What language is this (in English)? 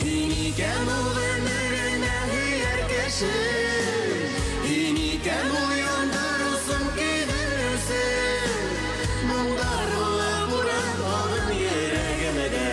Bashkir